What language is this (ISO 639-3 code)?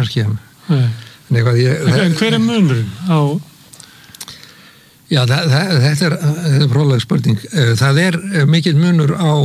isl